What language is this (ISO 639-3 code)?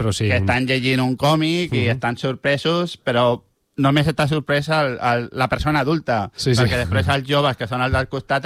cat